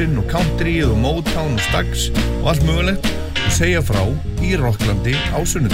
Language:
Icelandic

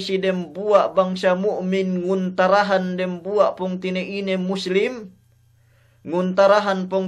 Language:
Yakan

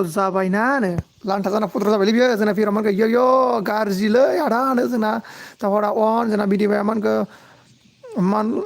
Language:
Bodo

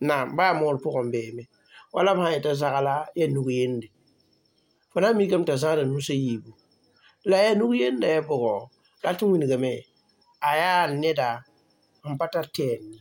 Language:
Mossi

